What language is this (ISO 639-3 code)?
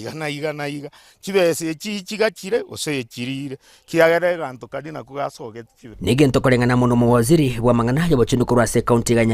guz